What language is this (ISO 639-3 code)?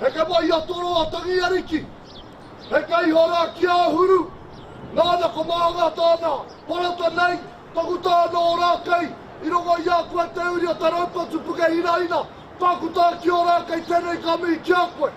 mri